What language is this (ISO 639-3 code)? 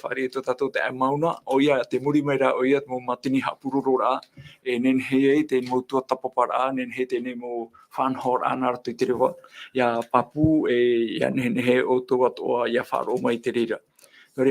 tah